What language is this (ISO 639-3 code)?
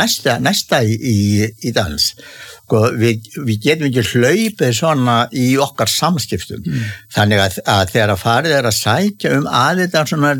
isl